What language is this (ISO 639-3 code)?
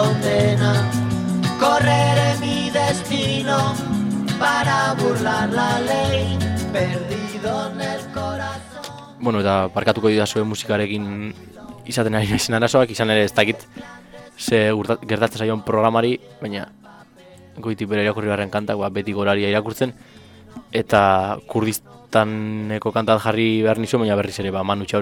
eus